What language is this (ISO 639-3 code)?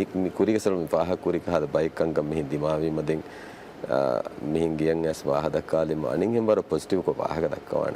div